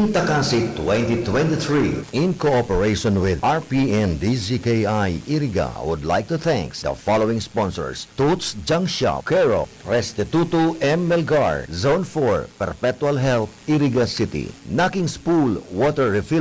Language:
Bikol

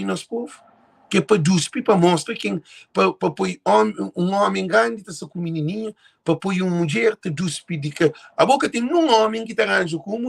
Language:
Kabuverdianu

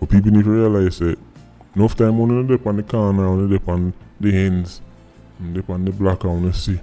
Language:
Jamaican Creole English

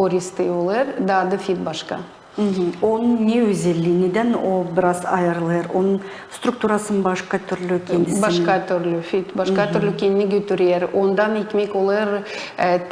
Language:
Gagauz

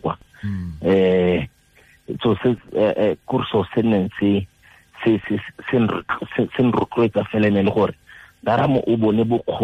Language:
Tswana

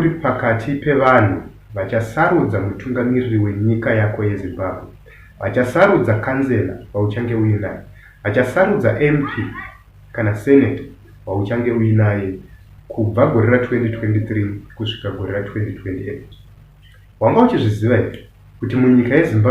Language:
Shona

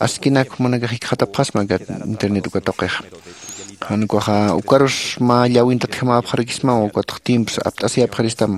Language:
Aymara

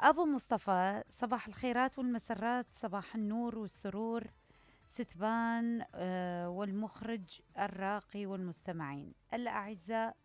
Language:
Mesopotamian Arabic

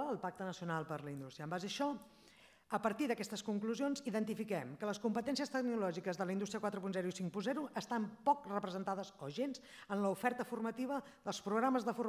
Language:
Catalan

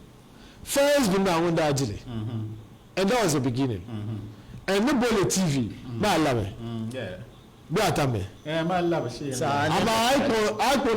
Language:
Dagbani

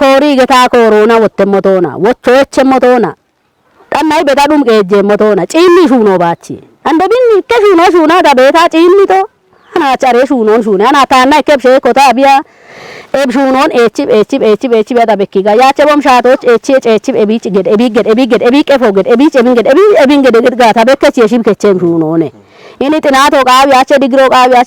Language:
Kafa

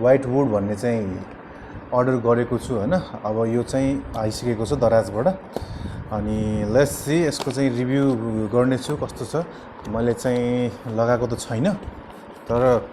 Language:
Nepali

